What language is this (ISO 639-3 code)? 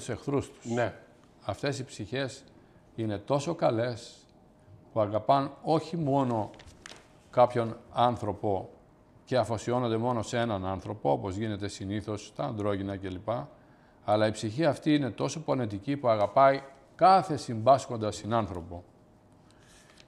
ell